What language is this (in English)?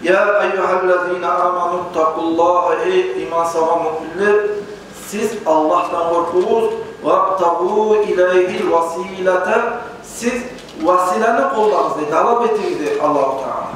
Kumyk